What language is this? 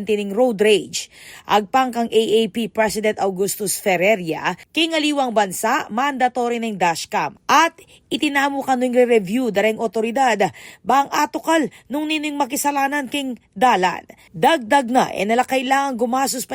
Pampanga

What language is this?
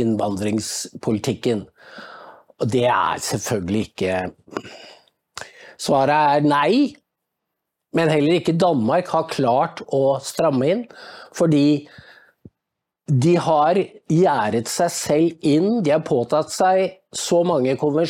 Norwegian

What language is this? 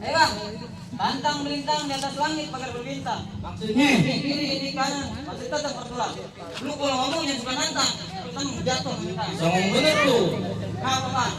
Betawi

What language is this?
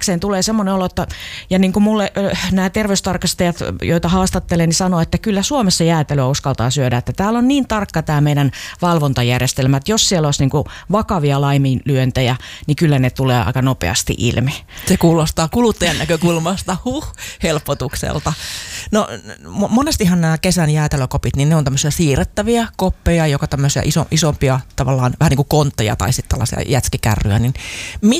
Finnish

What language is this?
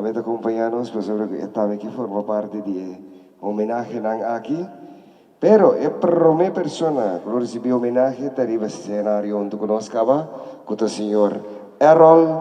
Papiamento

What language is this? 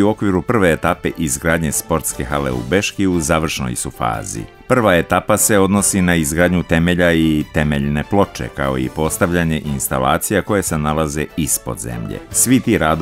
Serbian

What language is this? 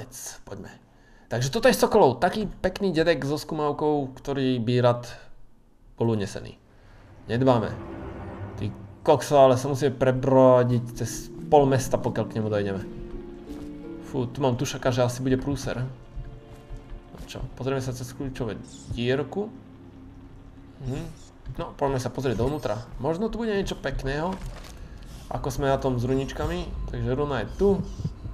Slovak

